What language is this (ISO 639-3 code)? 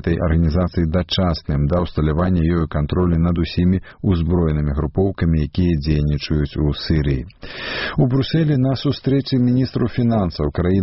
bel